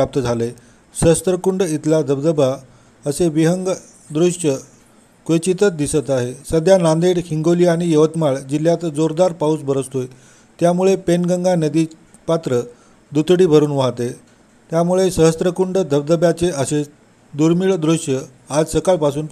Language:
Marathi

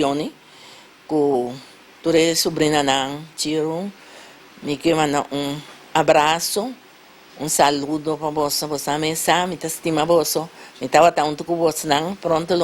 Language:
Papiamento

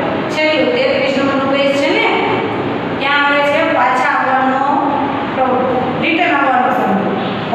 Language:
Gujarati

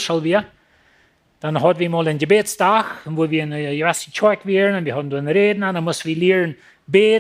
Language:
Plautdietsch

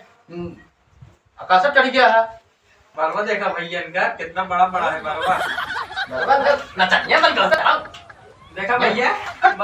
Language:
Awadhi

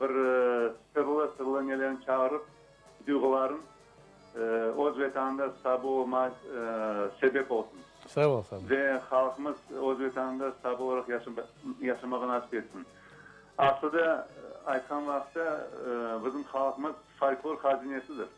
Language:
Crimean Tatar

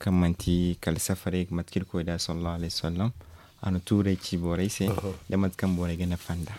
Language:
Zarma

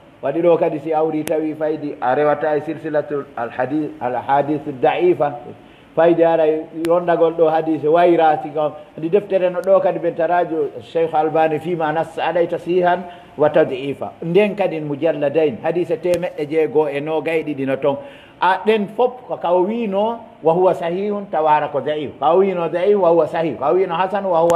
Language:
Pular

